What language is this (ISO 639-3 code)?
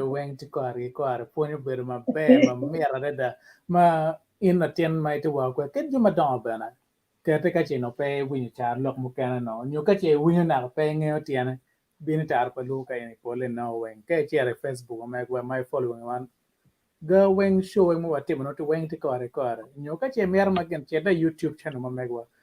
ach